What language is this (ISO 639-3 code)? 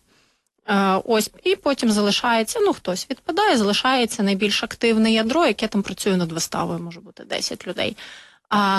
ukr